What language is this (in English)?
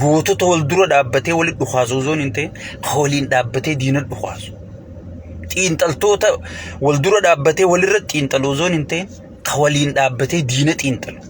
Oromo